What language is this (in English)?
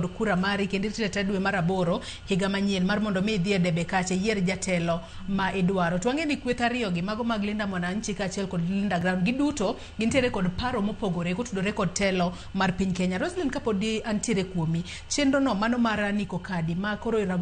Luo (Kenya and Tanzania)